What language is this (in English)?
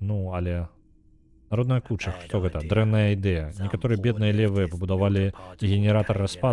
Belarusian